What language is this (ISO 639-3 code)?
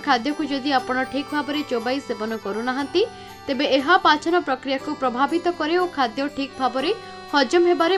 ori